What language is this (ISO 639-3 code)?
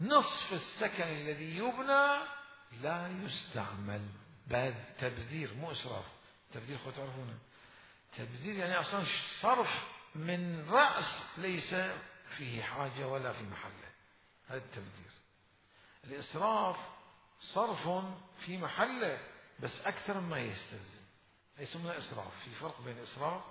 acm